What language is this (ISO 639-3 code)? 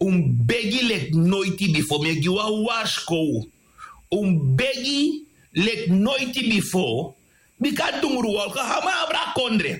srn